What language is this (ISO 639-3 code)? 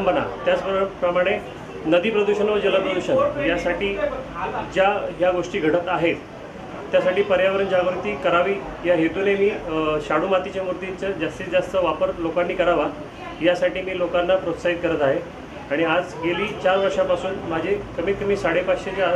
mar